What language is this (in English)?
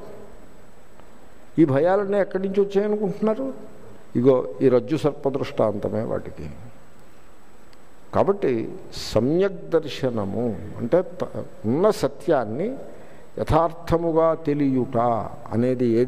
Telugu